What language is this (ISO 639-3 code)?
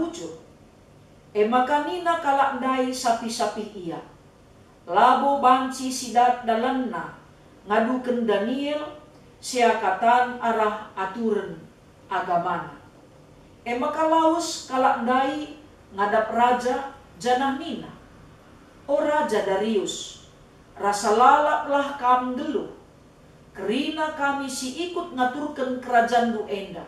btx